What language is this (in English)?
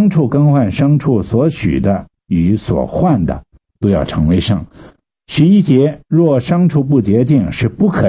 Chinese